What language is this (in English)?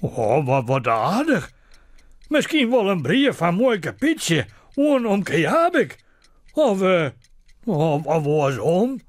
Western Frisian